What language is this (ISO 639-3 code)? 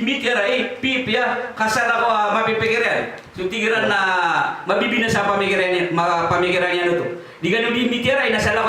mrw